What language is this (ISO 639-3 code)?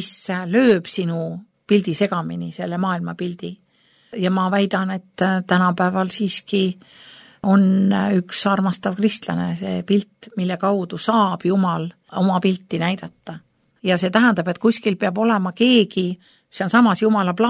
est